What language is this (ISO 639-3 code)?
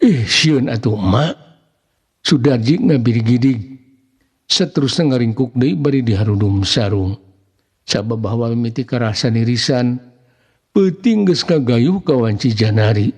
sun